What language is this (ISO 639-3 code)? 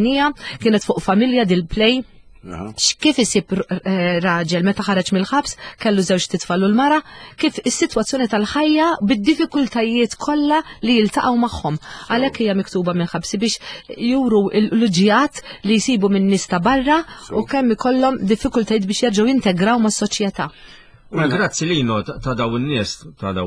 mlt